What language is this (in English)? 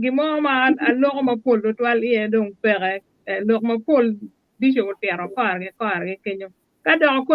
Acoli